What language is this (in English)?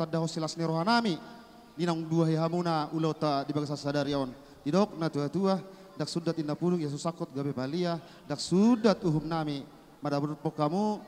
Batak Toba